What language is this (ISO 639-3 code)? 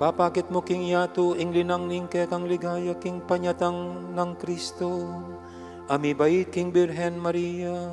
pam